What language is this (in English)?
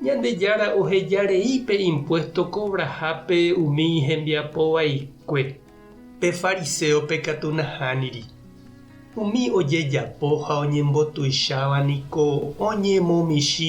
Guarani